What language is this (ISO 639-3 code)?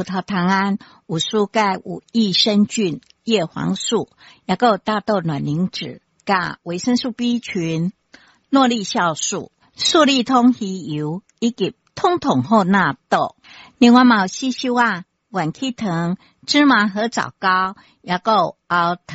nan